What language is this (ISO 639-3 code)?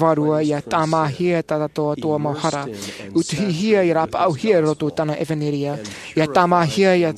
tah